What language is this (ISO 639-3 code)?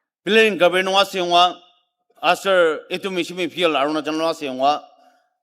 njo